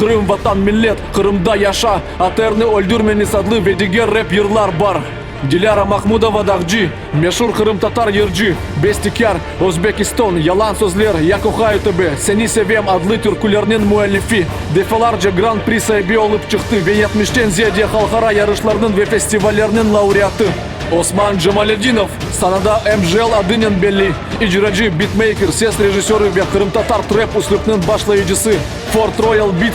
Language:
Crimean Tatar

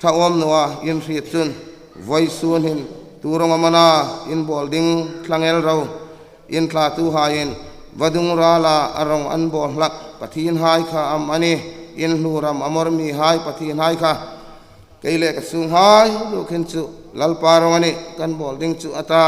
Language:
Hmar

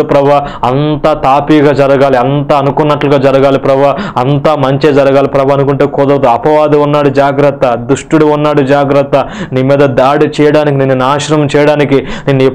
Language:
Telugu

